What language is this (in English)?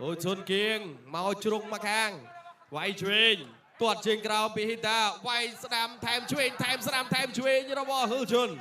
Khmer